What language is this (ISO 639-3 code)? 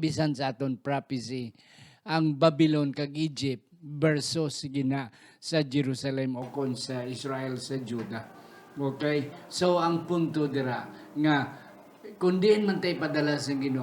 hil